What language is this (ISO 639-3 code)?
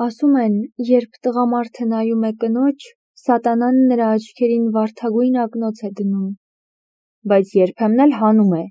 hye